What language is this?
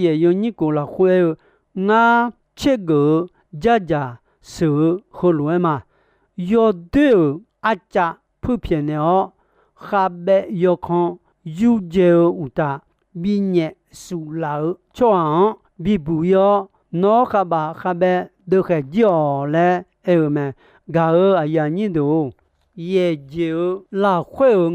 Akha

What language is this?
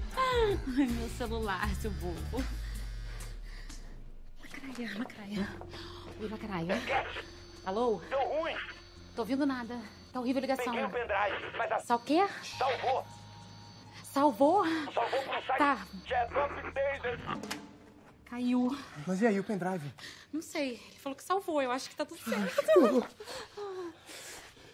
Portuguese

